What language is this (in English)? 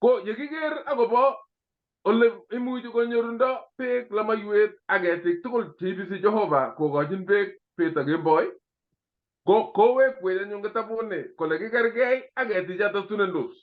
Kalenjin